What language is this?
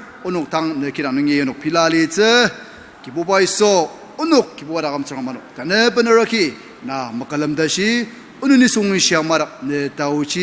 Ao Naga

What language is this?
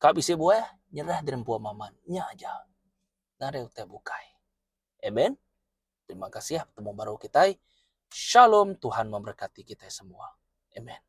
Iban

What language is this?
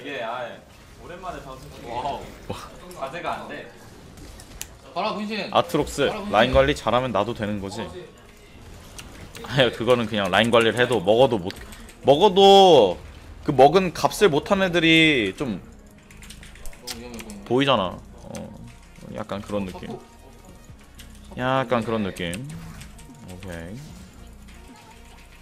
Korean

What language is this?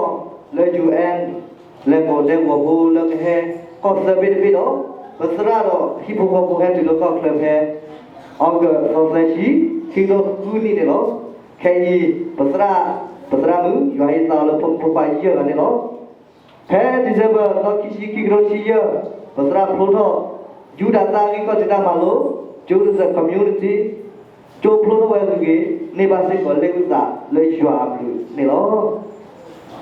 S'gaw Karen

